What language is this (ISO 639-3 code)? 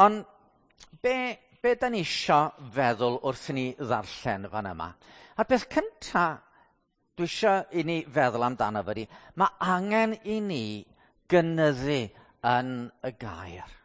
cym